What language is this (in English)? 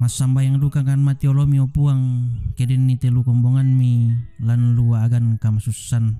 Toraja-Sa'dan